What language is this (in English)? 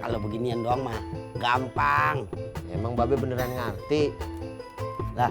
Betawi